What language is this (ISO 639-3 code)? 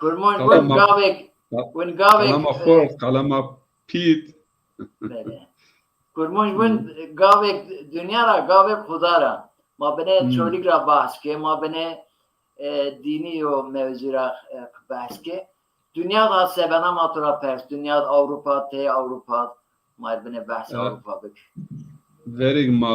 zza